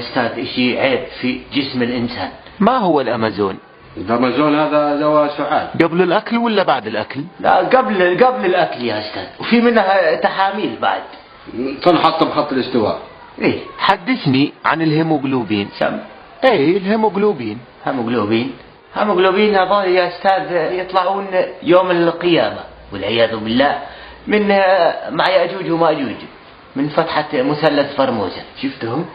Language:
North Levantine Arabic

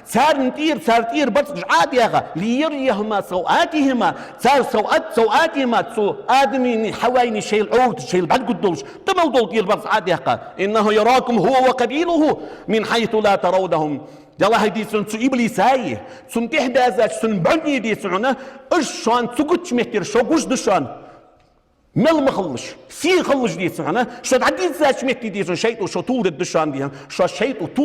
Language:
Ingush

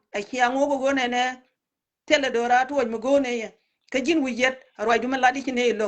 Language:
Nuer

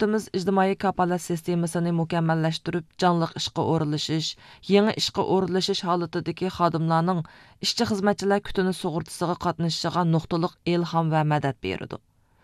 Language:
Uyghur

